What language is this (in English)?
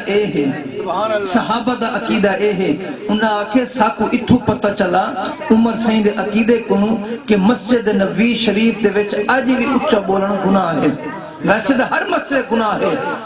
Saraiki